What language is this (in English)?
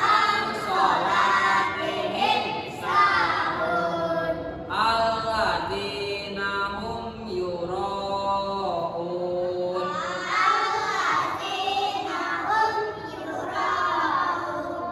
Indonesian